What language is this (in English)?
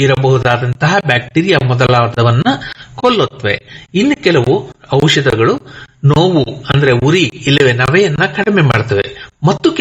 Kannada